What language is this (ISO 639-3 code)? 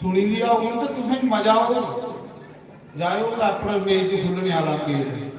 doi